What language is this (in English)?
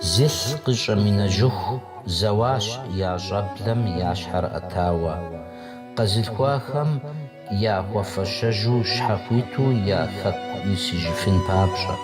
Kabardian